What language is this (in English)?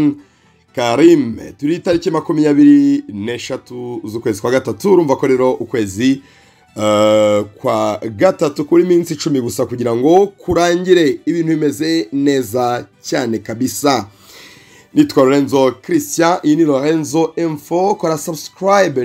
Kinyarwanda